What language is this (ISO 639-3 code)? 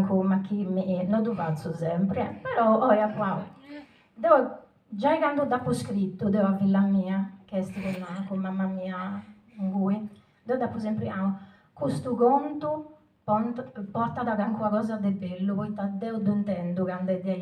srd